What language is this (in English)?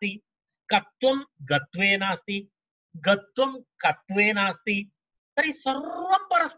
Sanskrit